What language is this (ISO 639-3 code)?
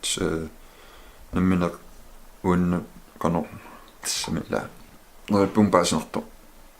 kal